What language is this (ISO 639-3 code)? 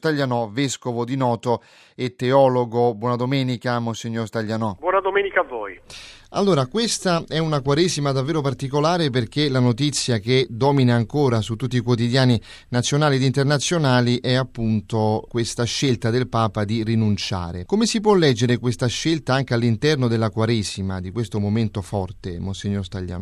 ita